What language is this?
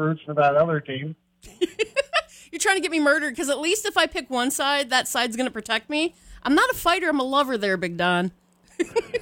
English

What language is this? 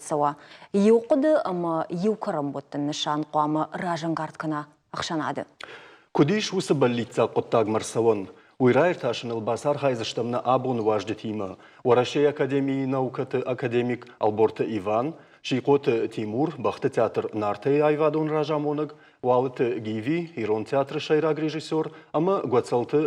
Ossetic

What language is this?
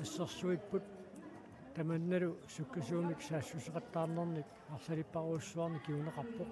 Kalaallisut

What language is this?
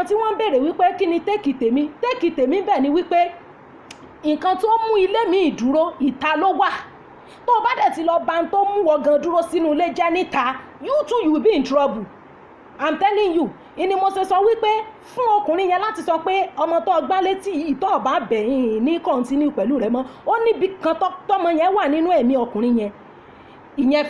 Yoruba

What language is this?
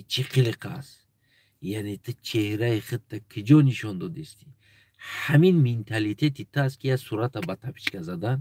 Tajik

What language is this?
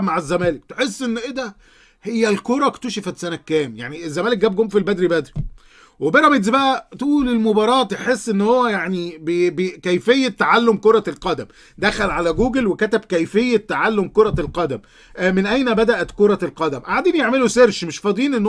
Egyptian Arabic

